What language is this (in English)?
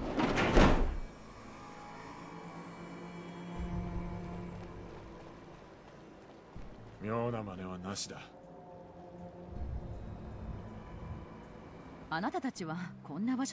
Japanese